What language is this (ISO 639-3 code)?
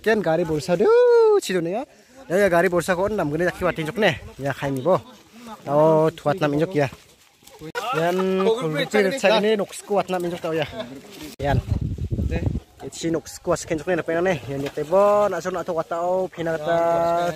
grt